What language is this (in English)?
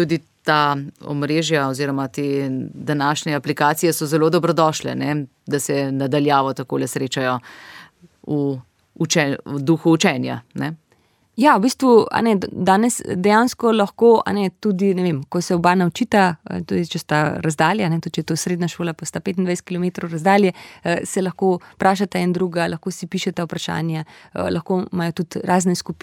Slovenian